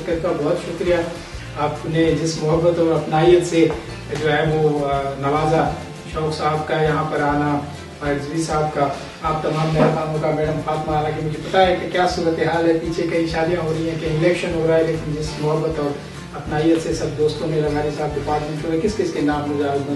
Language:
Urdu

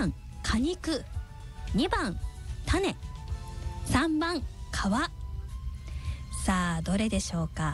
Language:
Japanese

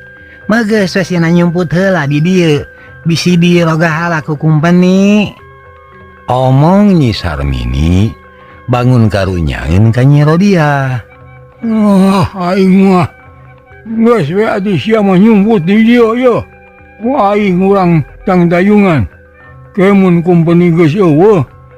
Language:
Sundanese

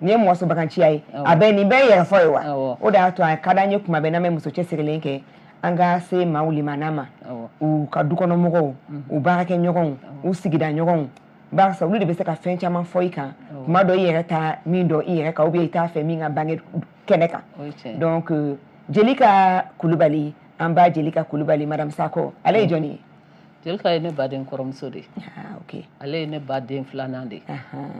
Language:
Bambara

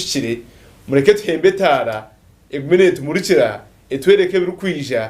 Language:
Nyankole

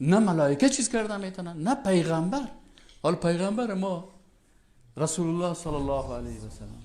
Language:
Persian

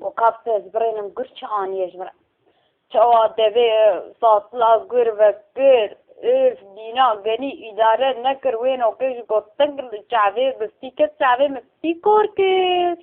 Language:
Kurdish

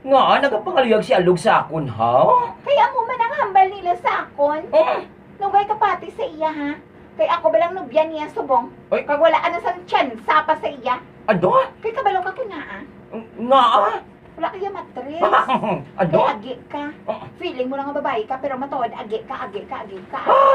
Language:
Hiligaynon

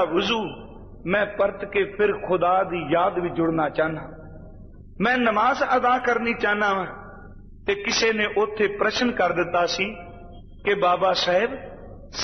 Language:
Punjabi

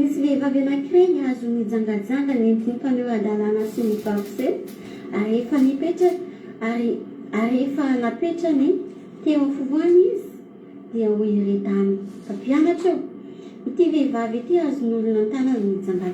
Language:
Malagasy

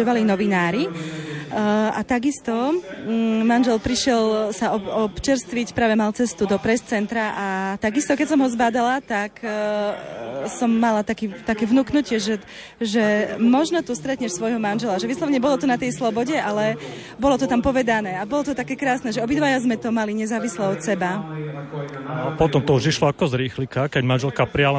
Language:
Slovak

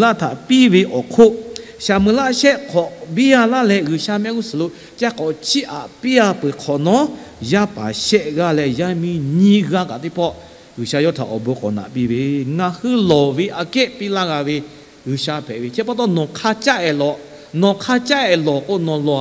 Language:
Lahu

